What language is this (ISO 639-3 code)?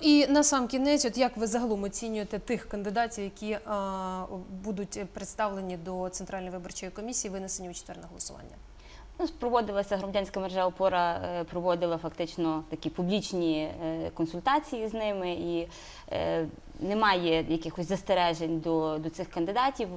ukr